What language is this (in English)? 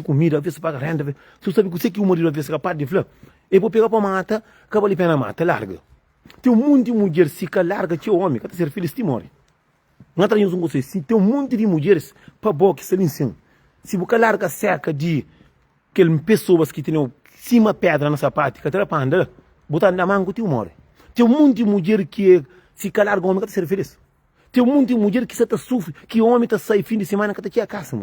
Kabuverdianu